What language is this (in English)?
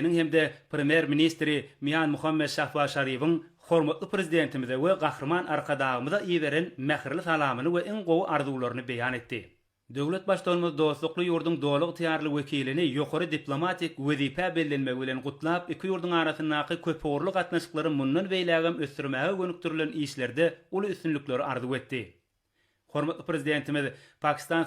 Turkmen